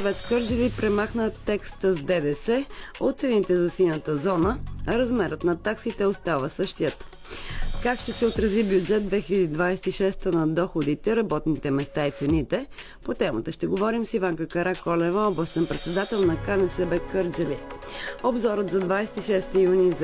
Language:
Bulgarian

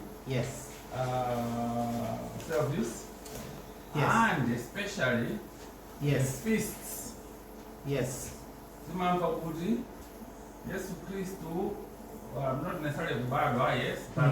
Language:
Nyanja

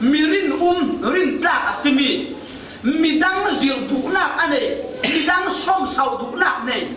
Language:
Falam Chin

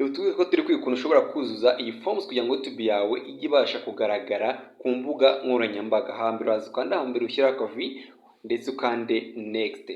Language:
Kinyarwanda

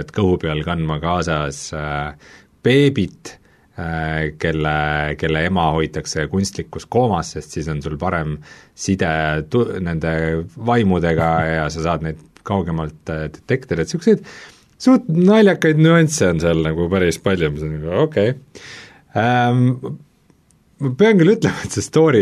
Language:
Estonian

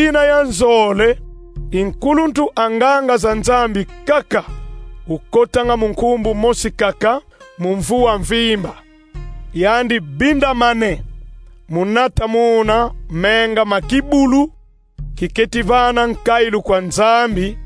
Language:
Kongo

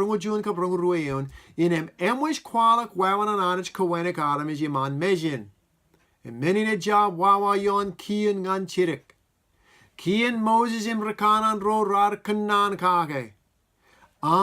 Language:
Marshallese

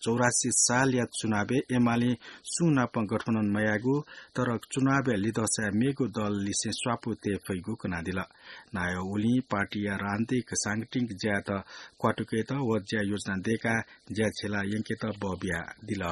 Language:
Newari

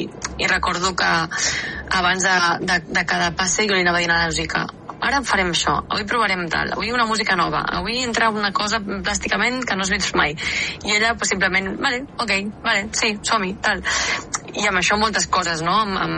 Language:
Catalan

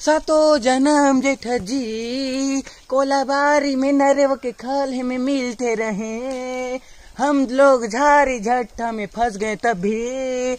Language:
Chhattisgarhi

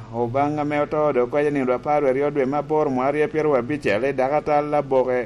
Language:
Lango (Uganda)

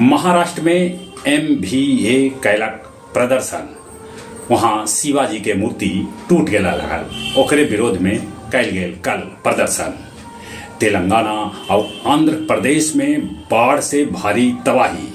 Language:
Magahi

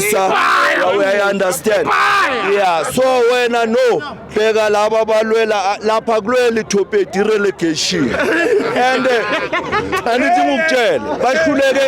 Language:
Zulu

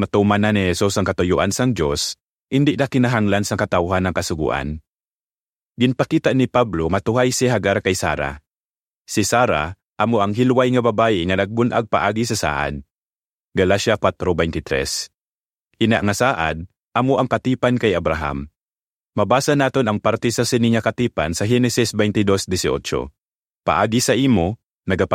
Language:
Hiligaynon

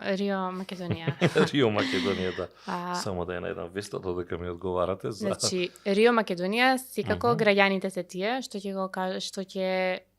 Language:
Macedonian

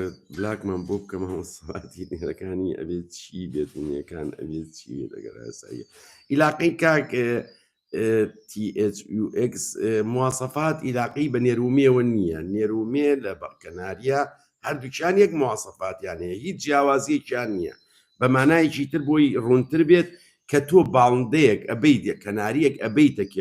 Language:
Central Kurdish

